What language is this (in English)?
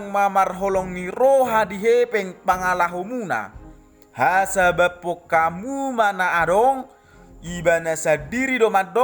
Batak Toba